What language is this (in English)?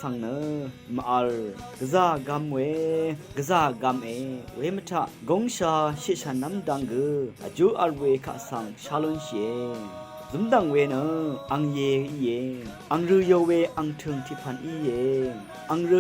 Rawang